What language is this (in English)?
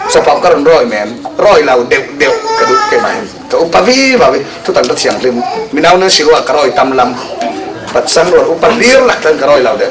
Falam Chin